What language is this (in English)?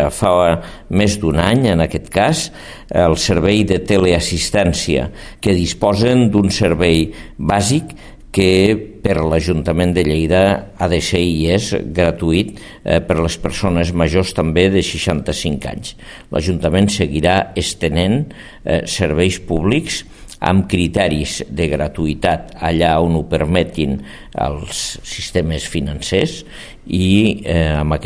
Catalan